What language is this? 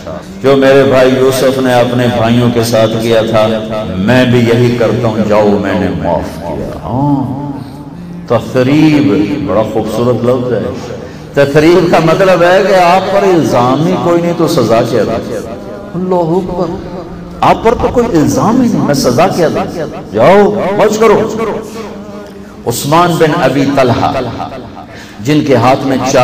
Urdu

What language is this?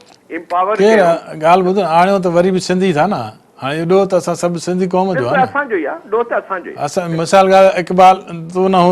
Sindhi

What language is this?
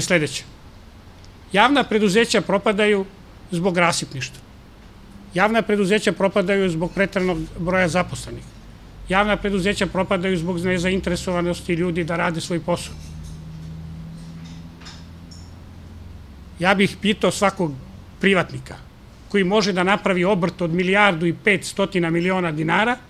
Serbian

